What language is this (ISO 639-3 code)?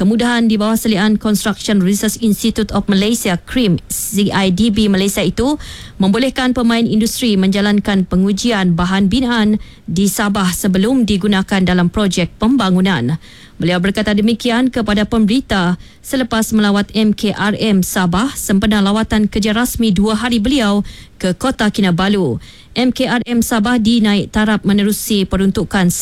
msa